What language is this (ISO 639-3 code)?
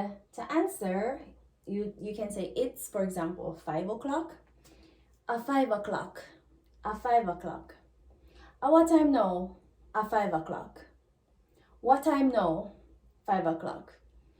jam